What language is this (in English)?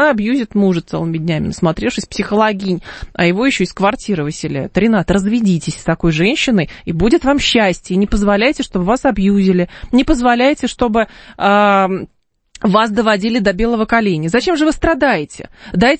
Russian